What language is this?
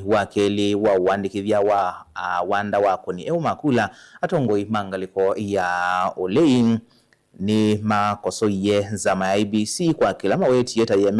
Kamba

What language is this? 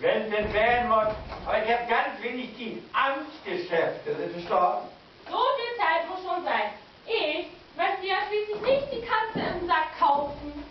Low German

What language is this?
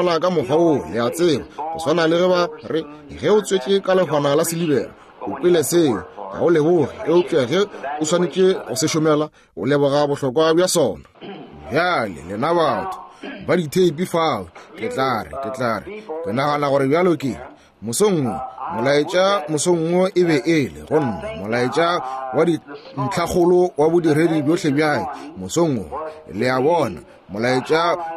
Northern Sotho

